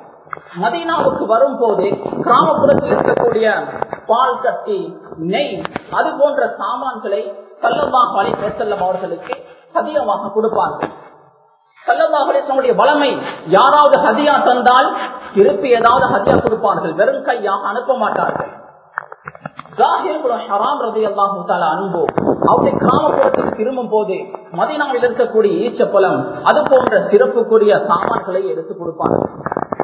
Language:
Tamil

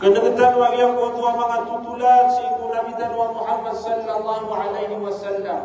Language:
Maranao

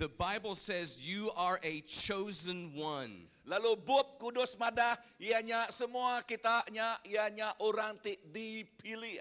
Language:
Iban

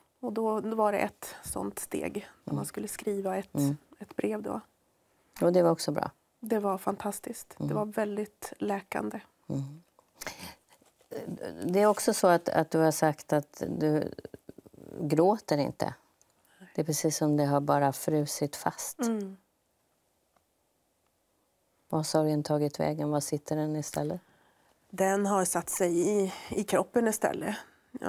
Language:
Swedish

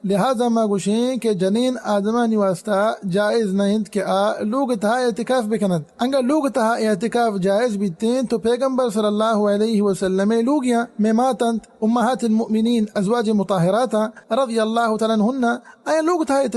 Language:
Baluchi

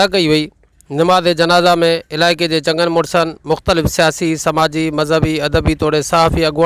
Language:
Sindhi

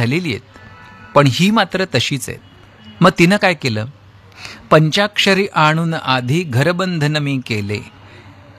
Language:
Marathi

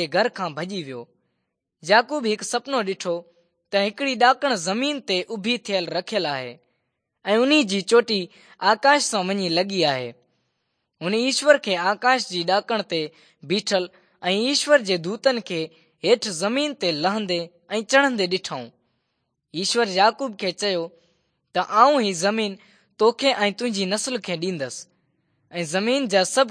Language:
Sindhi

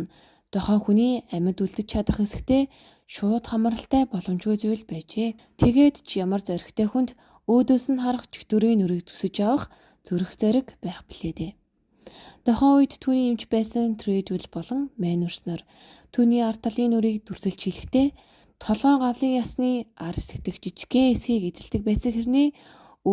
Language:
Mongolian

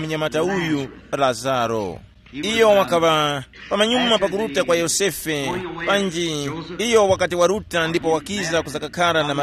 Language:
Tumbuka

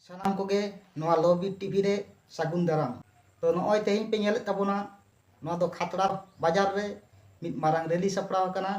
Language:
Santali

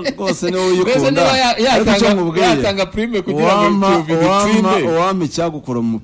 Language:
Kinyarwanda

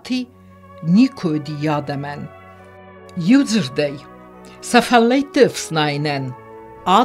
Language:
Ossetic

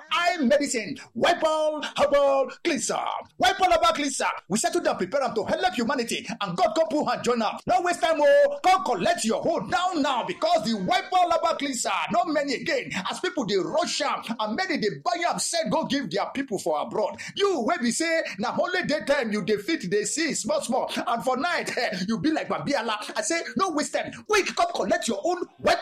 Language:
Nigerian Pidgin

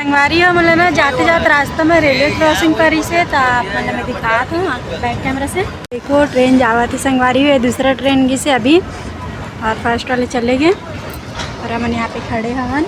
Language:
Chhattisgarhi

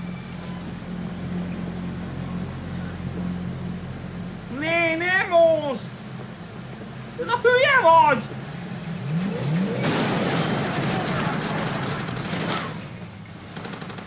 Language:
Hungarian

